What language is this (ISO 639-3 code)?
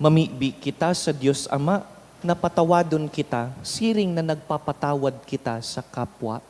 bik